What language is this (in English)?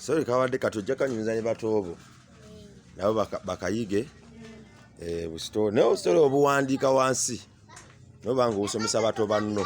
Ganda